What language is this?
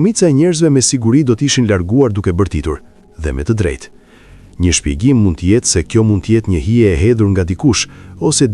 Albanian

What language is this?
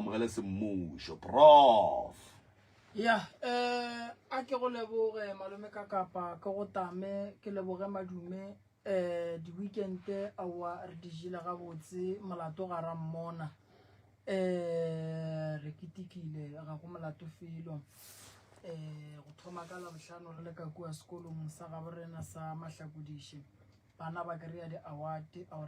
Northern Sotho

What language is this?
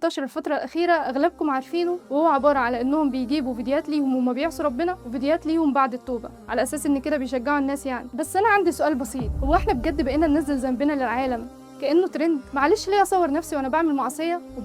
Egyptian Arabic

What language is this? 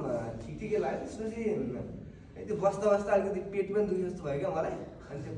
Nepali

